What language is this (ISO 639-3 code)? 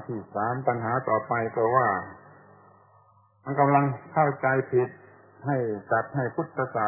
tha